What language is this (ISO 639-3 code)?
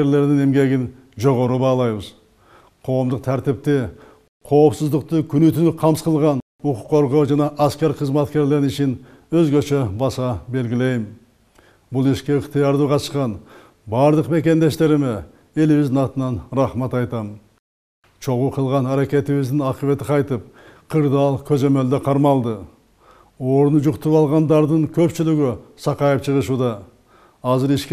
kir